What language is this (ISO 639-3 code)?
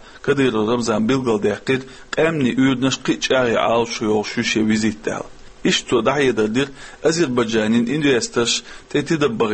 che